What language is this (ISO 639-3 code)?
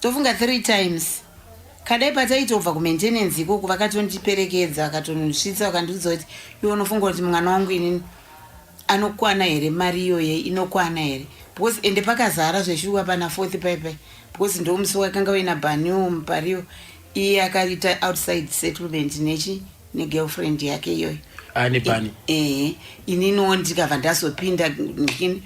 sna